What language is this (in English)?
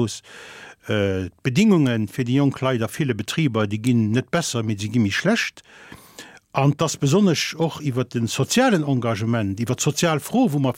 Luxembourgish